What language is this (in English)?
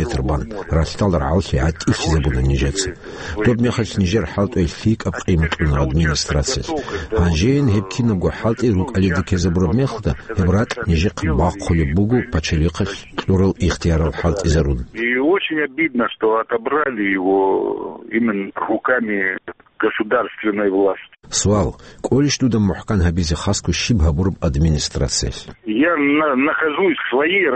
Avaric